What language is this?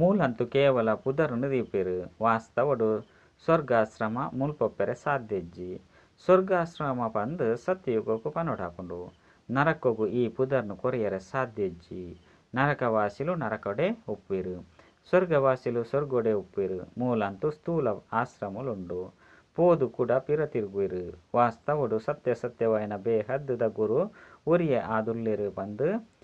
Tulu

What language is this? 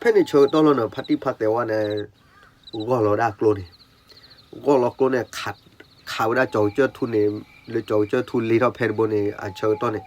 S'gaw Karen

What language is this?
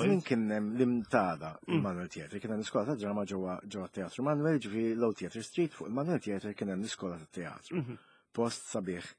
Maltese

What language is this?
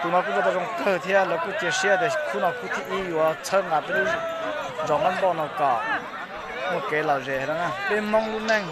Hmong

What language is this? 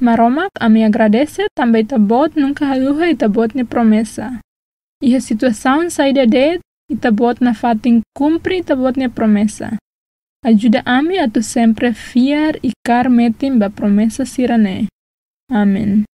Tetum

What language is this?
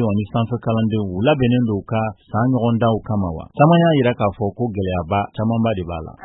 Bambara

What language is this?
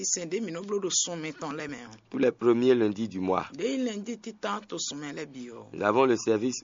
Fon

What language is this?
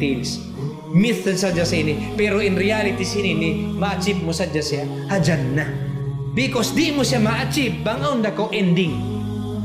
Tausug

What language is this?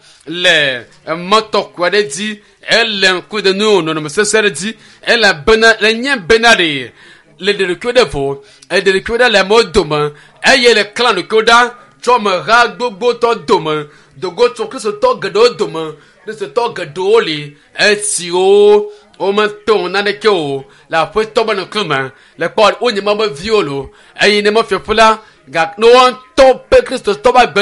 Ewe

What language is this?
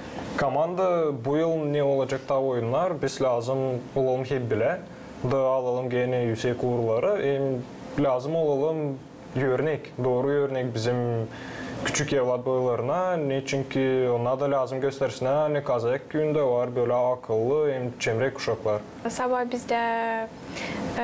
Gagauz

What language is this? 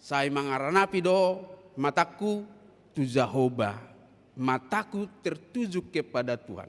Batak Toba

